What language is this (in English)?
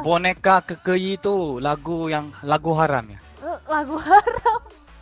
Indonesian